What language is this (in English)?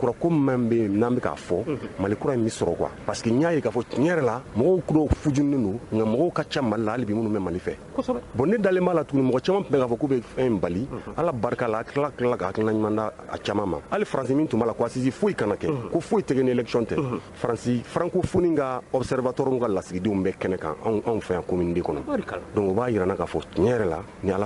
Bambara